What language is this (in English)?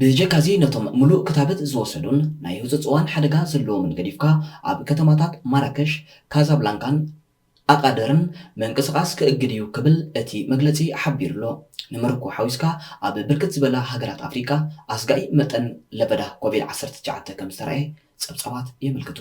Tigrinya